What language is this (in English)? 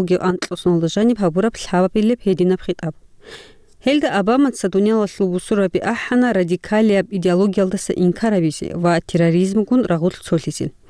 Avaric